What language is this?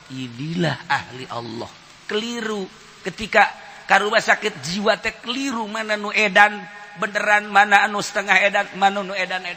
Sundanese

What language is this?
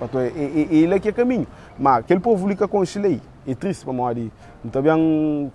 Kabuverdianu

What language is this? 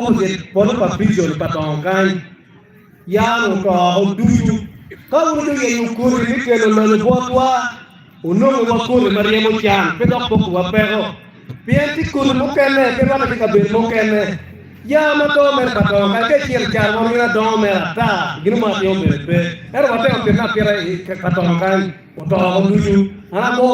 Acoli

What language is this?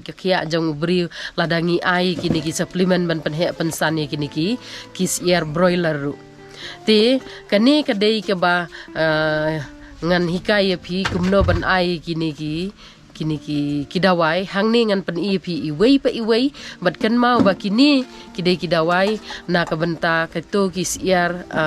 Khasi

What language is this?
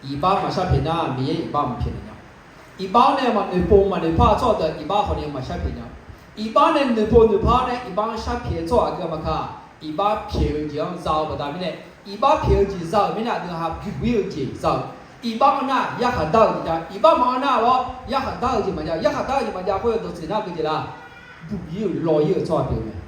Akha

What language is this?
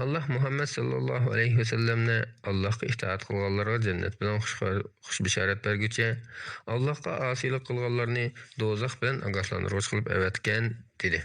Uyghur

